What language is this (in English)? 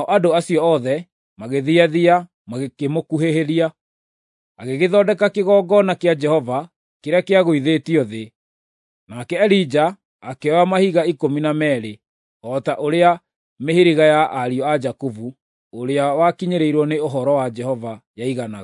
Kikuyu